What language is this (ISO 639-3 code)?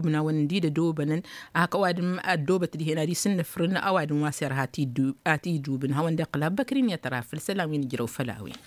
taq